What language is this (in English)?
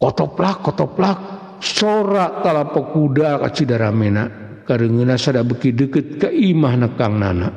Sundanese